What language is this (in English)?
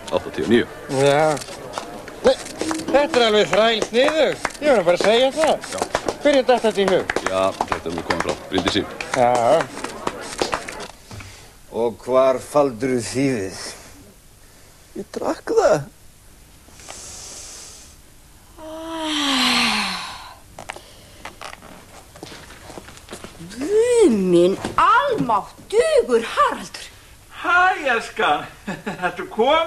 Icelandic